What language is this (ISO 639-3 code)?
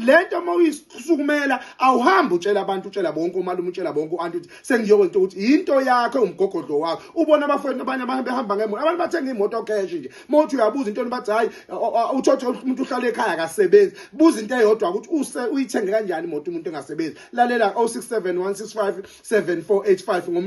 zul